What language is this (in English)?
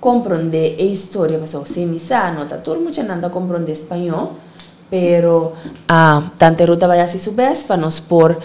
Papiamento